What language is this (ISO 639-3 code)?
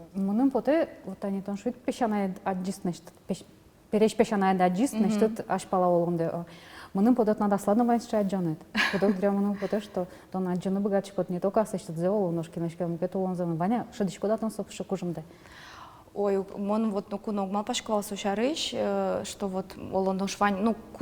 udm